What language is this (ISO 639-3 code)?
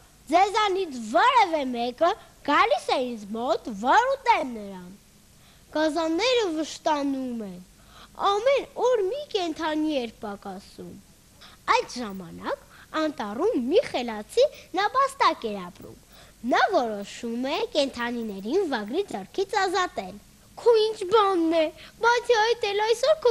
hye